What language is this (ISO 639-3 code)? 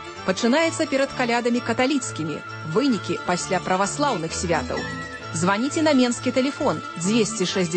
bel